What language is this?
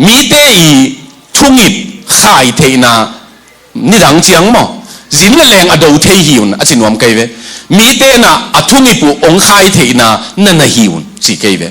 Tedim Chin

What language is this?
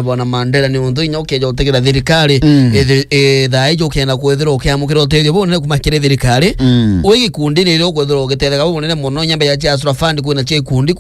Meru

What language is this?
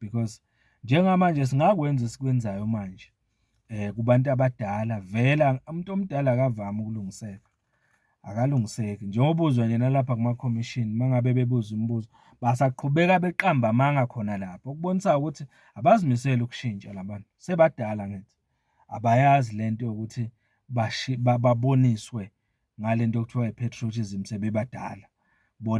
Zulu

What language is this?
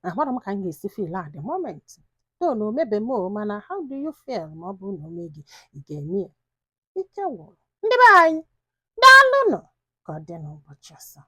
Igbo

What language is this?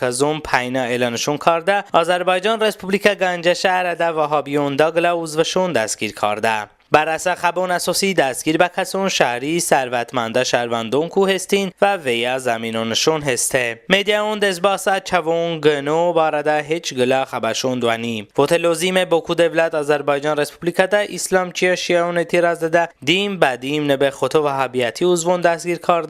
Talysh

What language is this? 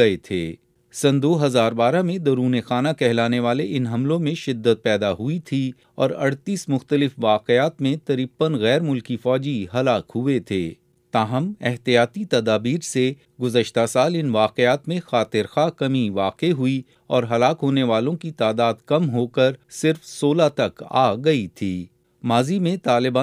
Urdu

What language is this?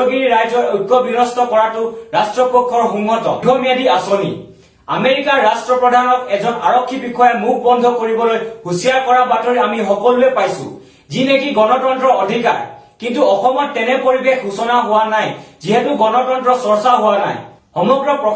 Assamese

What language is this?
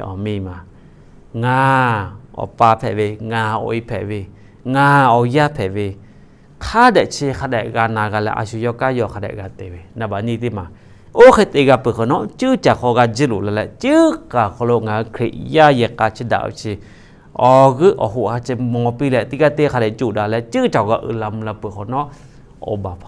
Lahu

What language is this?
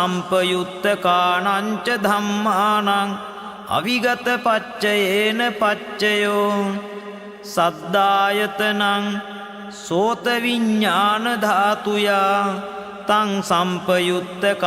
Pali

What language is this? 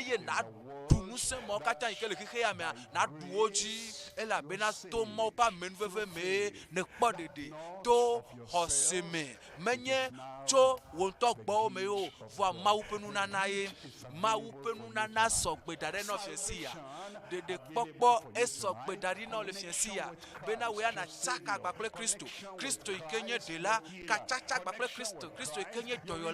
Ewe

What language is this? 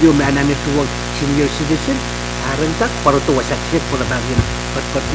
Pohnpeian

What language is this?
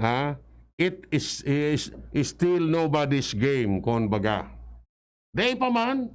Bikol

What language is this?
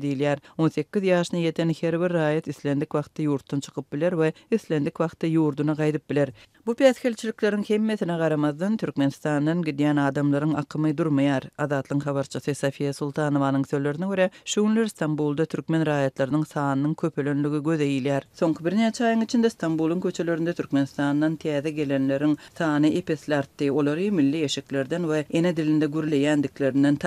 Turkmen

